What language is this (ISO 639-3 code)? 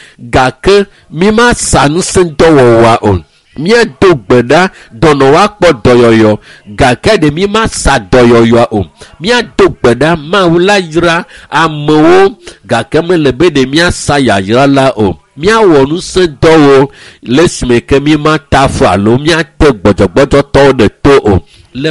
ewe